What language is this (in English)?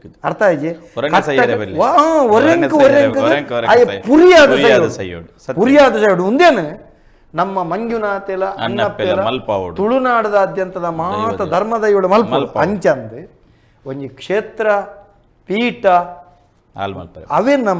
Tulu